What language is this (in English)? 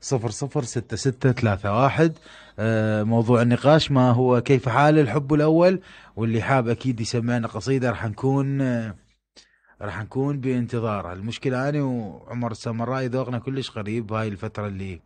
Mesopotamian Arabic